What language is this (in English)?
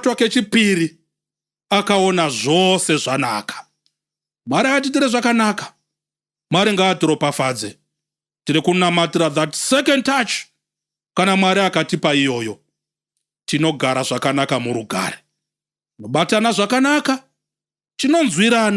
Shona